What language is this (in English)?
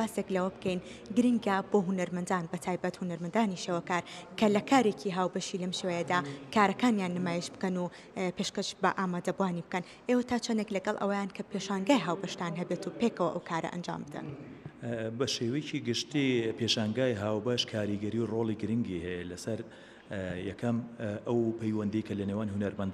Central Kurdish